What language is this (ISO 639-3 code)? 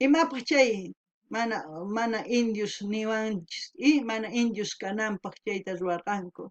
quh